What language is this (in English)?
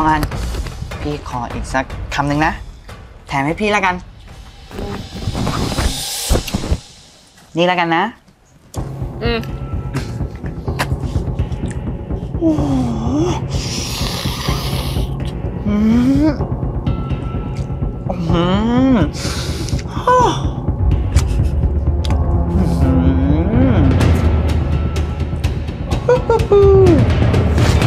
Thai